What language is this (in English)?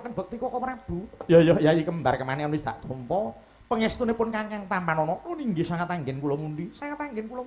Javanese